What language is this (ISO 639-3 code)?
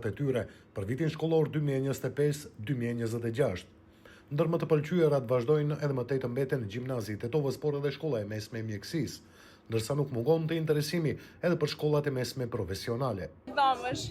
sqi